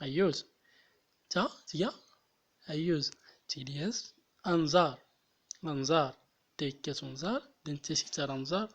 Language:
Central Atlas Tamazight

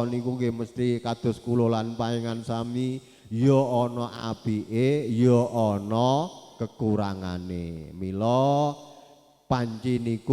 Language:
Javanese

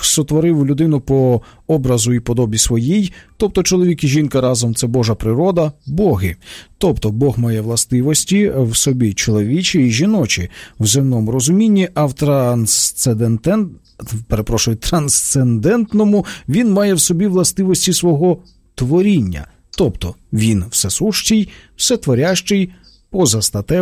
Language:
Ukrainian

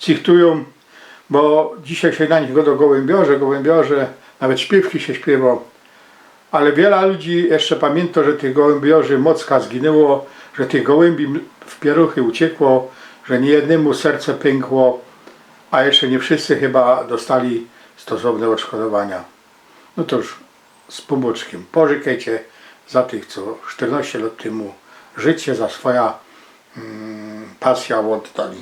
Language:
Silesian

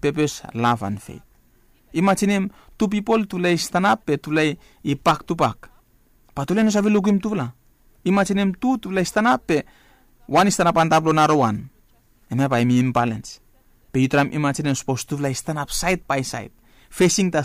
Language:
Bislama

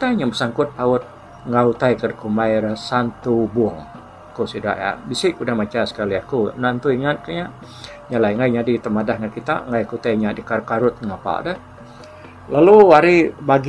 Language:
Iban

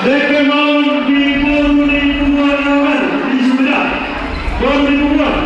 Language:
Batak Toba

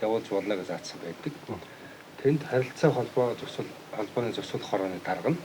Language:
Mongolian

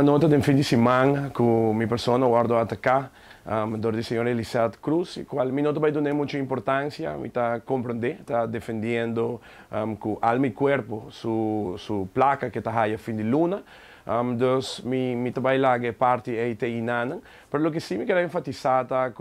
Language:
Papiamento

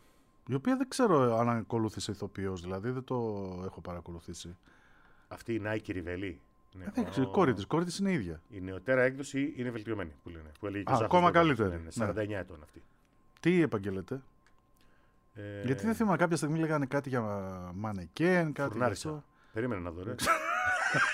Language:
Greek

